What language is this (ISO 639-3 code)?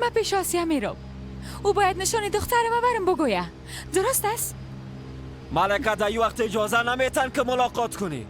fas